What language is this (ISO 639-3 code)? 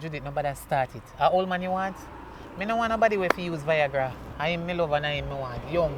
jam